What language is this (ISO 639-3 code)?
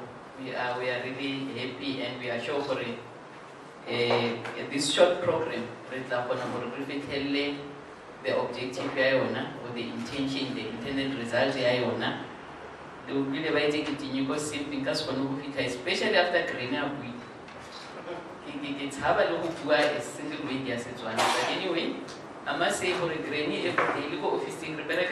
tsn